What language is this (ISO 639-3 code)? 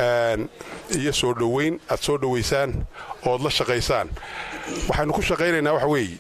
som